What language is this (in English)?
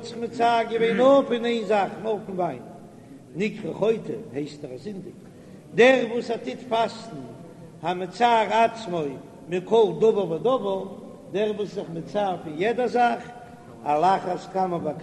Yiddish